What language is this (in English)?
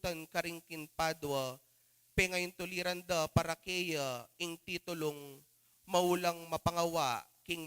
Pampanga